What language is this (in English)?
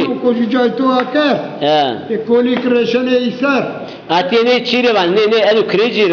Zaza